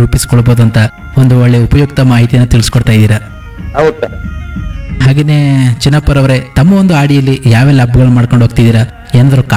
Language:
Kannada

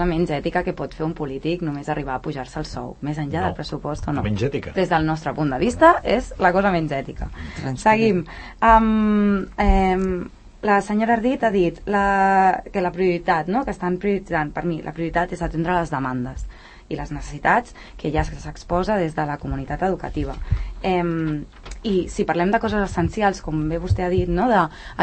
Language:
Catalan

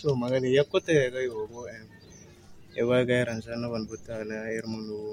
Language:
Tsonga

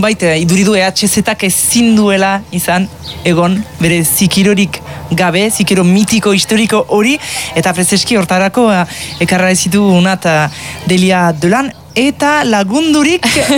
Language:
Basque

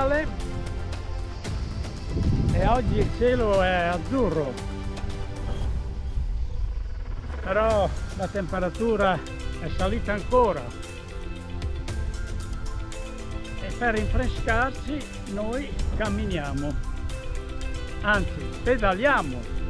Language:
Italian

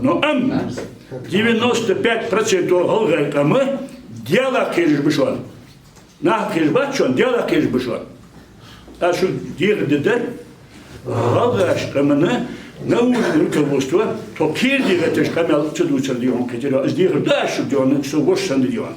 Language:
Ingush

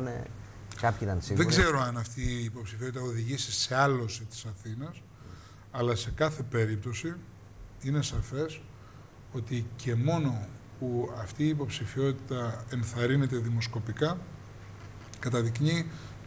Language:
Greek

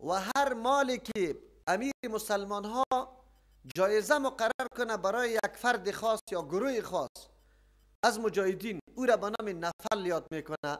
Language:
Persian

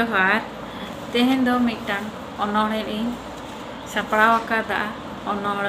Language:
Santali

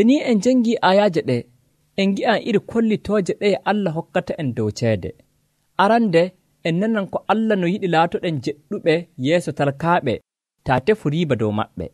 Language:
Nigerian Fulfulde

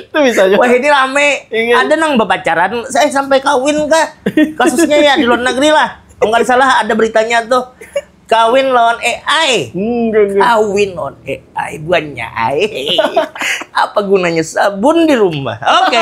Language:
Banjar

